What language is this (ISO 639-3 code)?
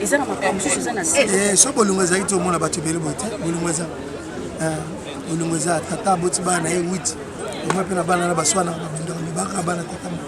lin